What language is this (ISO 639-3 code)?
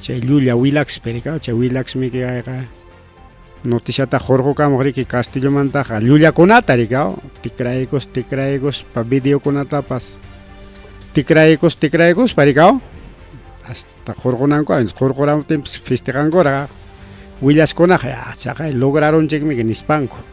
quy